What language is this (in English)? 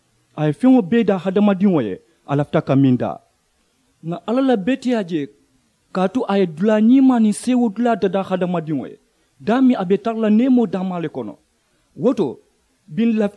Mandingo